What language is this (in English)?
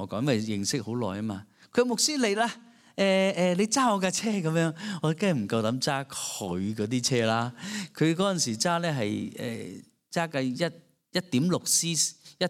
Cantonese